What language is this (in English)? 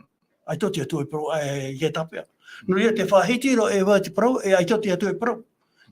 Tahitian